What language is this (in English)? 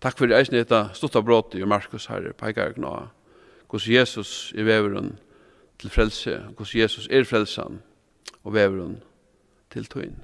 Faroese